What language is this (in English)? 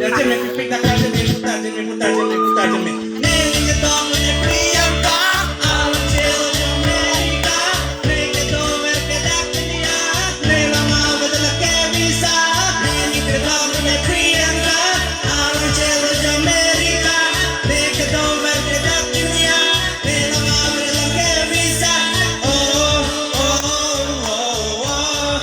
Karbi